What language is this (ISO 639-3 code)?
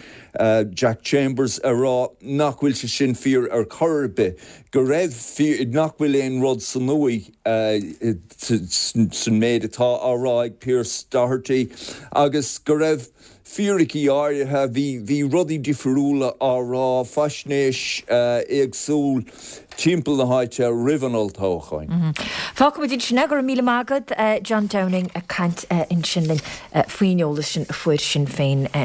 gle